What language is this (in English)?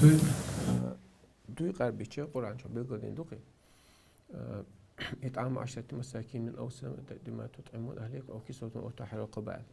Chechen